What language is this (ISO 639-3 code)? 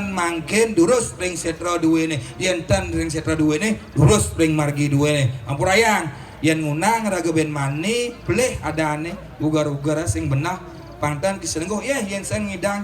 ban